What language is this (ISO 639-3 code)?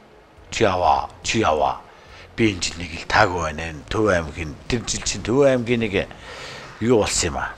mon